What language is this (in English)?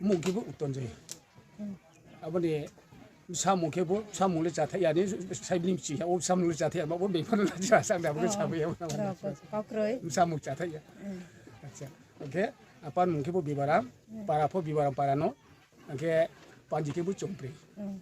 Riang (India)